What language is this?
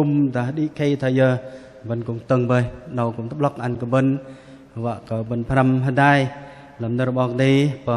Bahnar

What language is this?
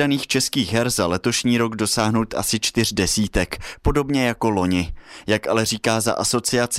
Czech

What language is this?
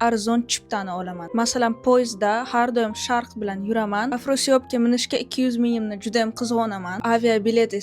Uzbek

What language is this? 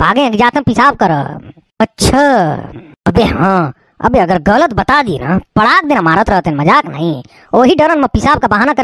Hindi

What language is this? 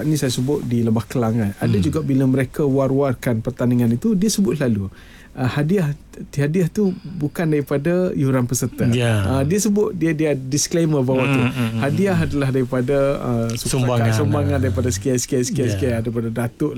Malay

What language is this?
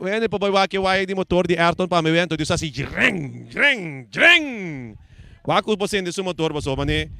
Papiamento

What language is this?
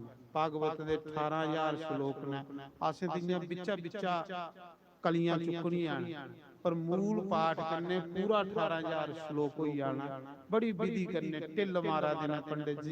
Dogri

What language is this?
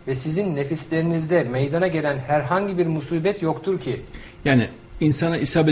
Turkish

